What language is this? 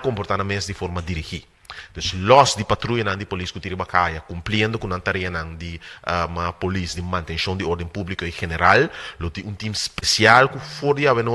Papiamento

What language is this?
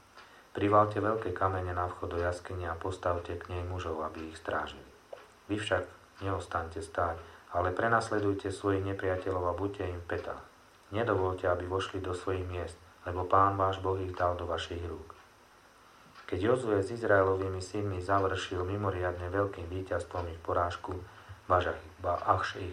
Slovak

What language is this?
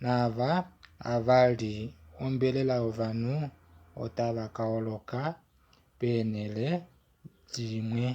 Kuanyama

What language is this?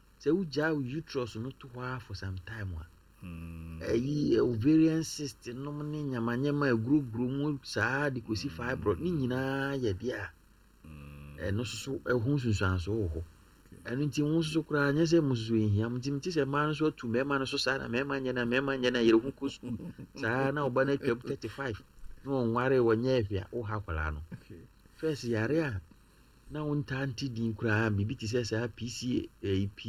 Akan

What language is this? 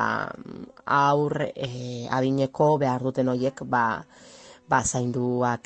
Basque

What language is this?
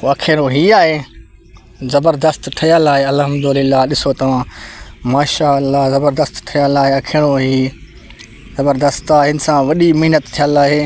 Sindhi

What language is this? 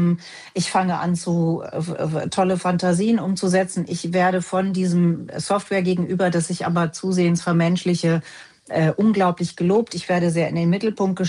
German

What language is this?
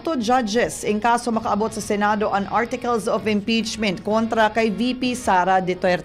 Bikol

